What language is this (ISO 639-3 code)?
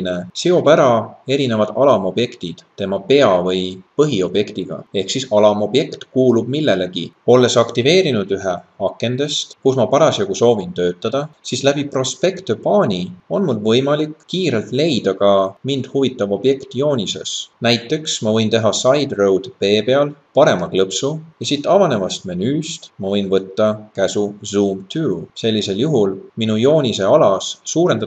est